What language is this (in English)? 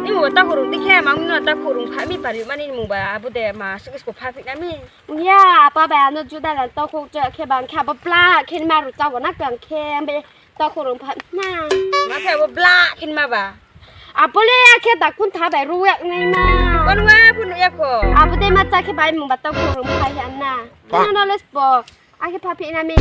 Riang (India)